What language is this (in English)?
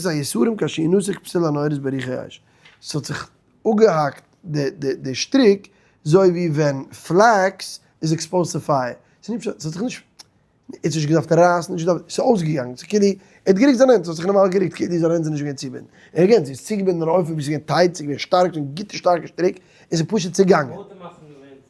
Yiddish